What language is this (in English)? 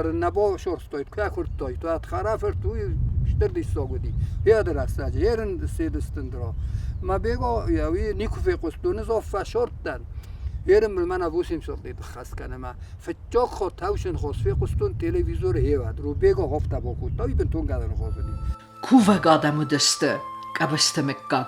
Ossetic